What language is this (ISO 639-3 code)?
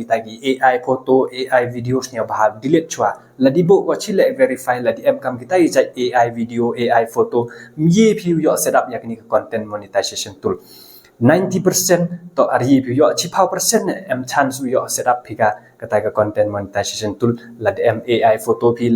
kha